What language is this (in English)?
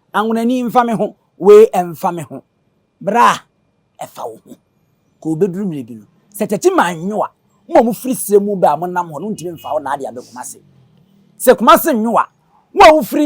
Akan